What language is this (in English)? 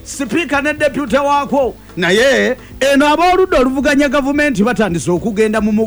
Ganda